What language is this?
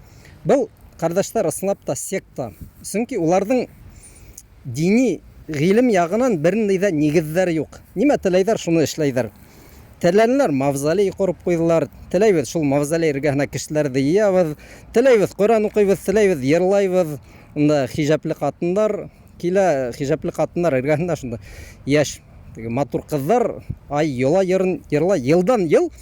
Bashkir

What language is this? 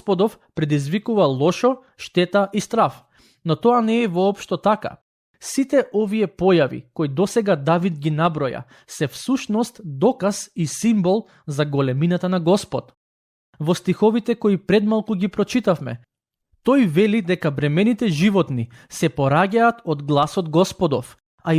Macedonian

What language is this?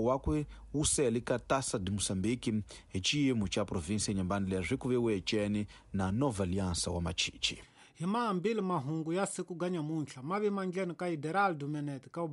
Tsonga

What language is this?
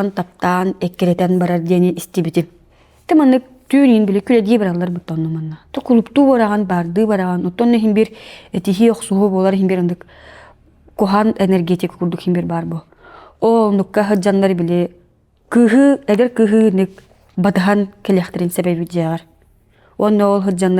Yakut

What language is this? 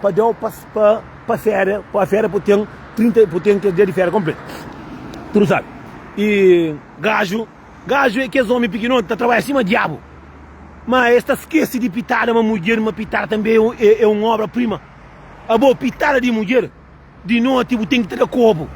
Kabuverdianu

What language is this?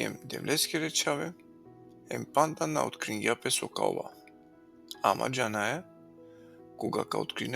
Balkan Romani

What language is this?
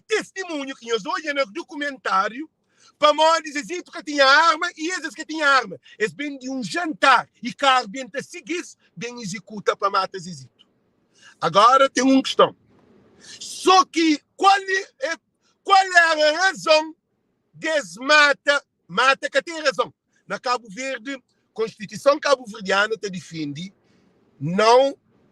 Kabuverdianu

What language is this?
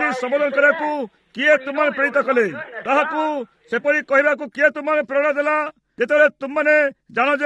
Odia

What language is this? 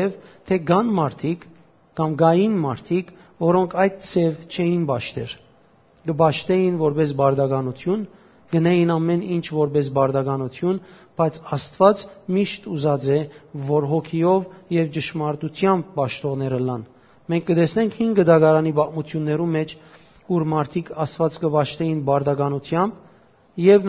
Western Armenian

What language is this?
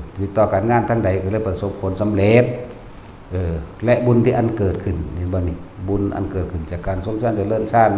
Northeastern Thai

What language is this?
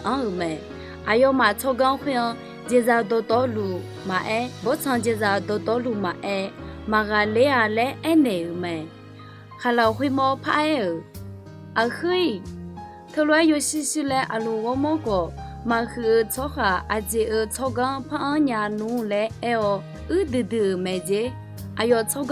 Akha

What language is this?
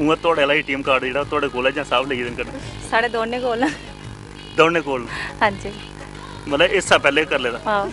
Dogri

